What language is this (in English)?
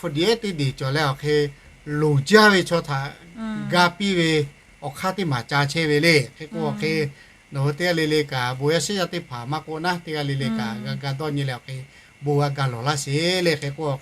Lahu